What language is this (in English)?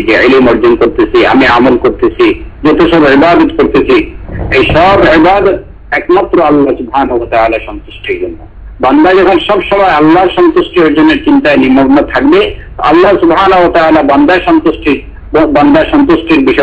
Bangla